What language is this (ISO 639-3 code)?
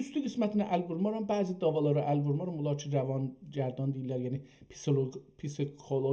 azb